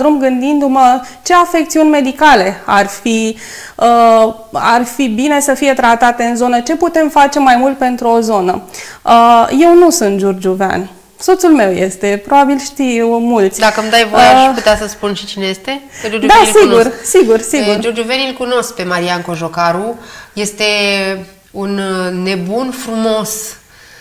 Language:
Romanian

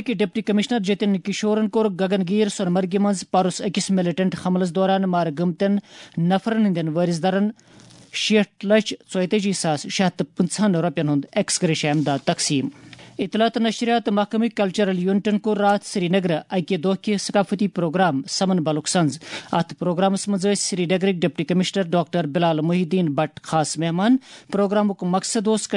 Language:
Kashmiri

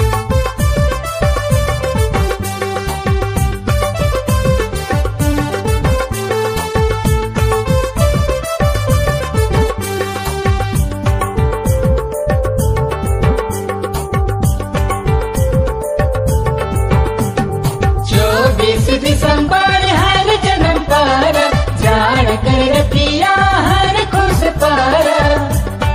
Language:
Sadri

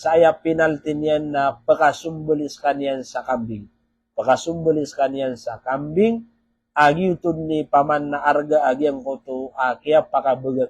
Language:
Maranao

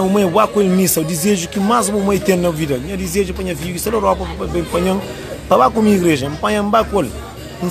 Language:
Kabuverdianu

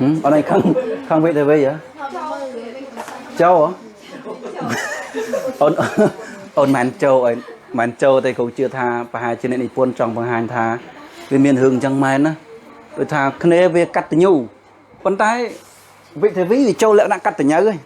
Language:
Khmer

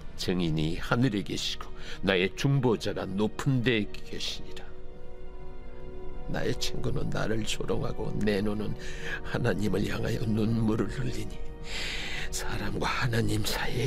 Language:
Korean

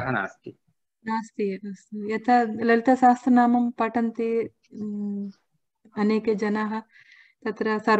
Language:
Sanskrit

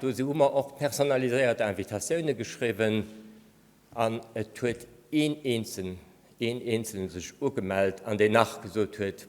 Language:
Luxembourgish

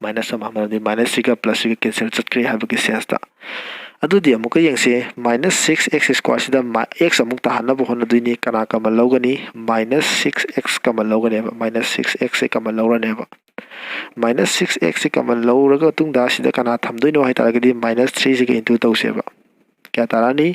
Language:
Manipuri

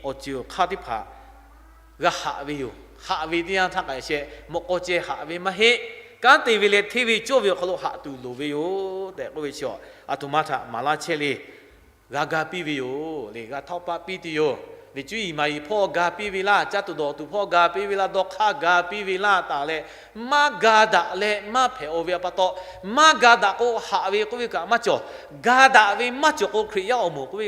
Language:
Lahu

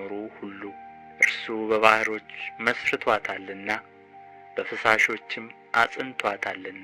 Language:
Amharic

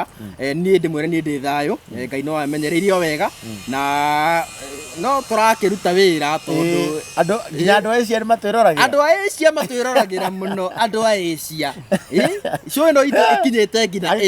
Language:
Kikuyu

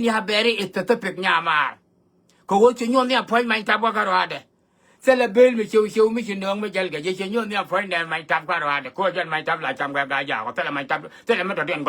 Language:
Nuer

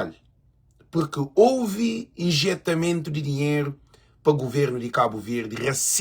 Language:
Kabuverdianu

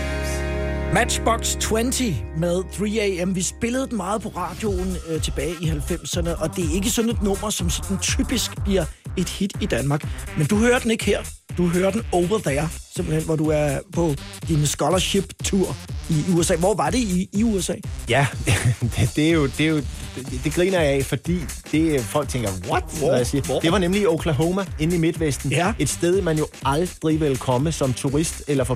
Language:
Danish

